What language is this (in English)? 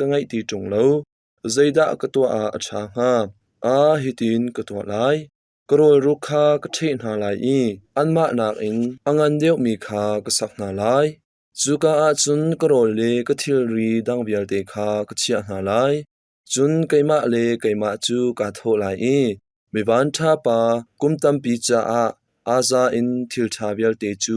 Hakha Chin